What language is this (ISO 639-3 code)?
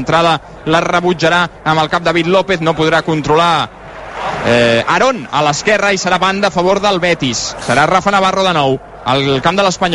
cat